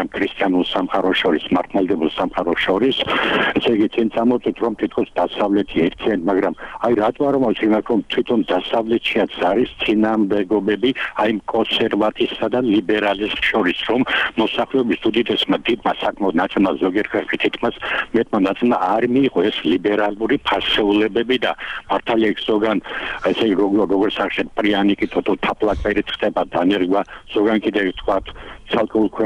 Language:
Georgian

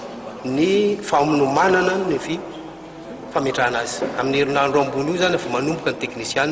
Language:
Malagasy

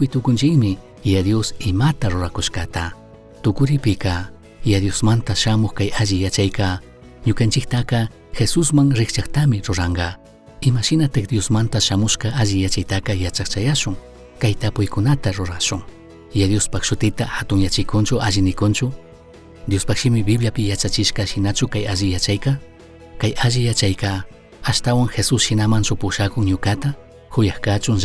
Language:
Chimborazo Highland Quichua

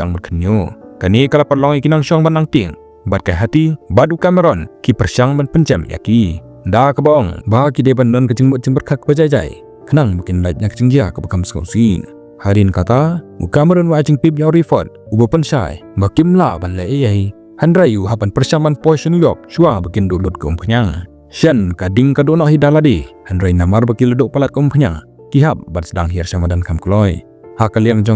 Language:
Khasi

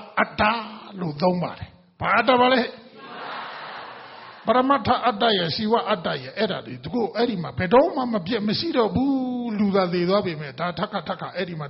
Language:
Burmese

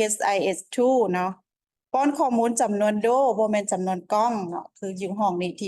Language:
Lao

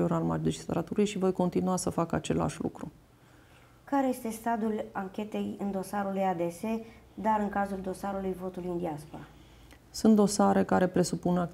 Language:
Romanian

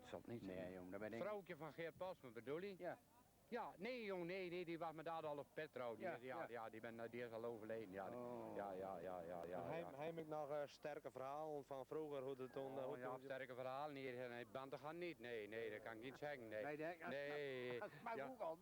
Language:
Western Frisian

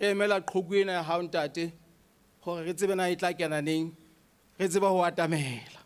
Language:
Southern Sotho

